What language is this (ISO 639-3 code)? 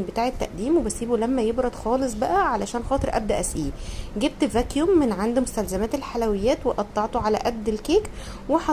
arz